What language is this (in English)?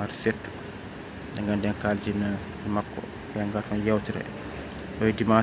Fula